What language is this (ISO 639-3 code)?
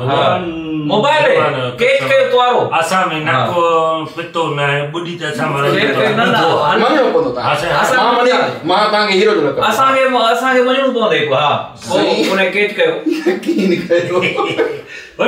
snd